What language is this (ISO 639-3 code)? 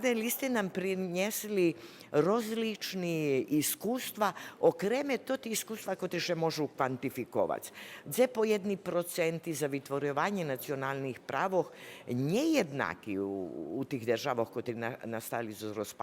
rue